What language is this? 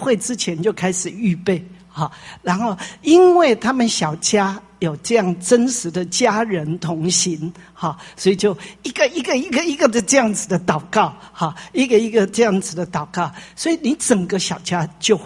Chinese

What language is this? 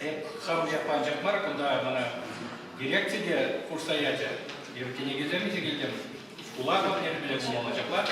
Chuvash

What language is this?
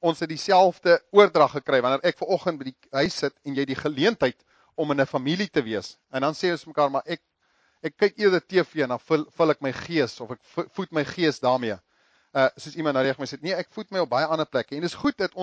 Afrikaans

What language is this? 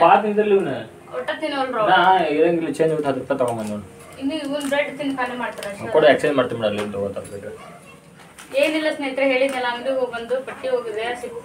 Kannada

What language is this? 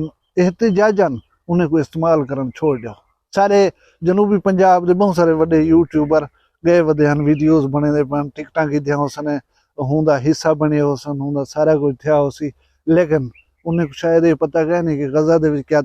Saraiki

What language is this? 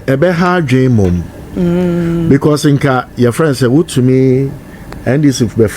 Akan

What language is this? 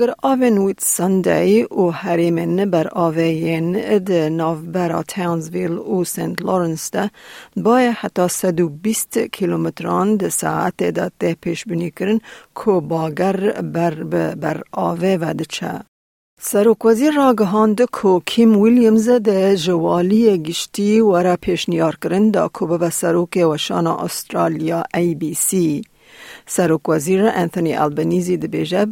Kurdish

